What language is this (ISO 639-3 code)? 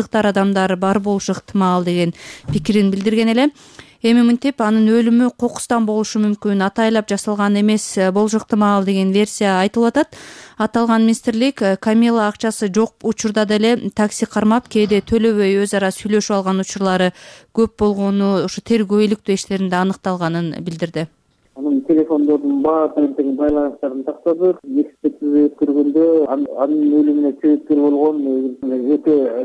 kir